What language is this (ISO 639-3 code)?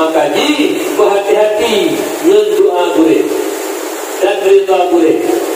ace